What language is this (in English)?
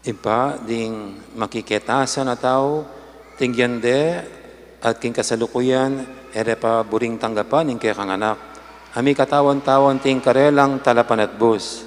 Pampanga